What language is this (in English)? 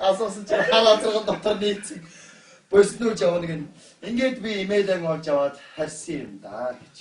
Mongolian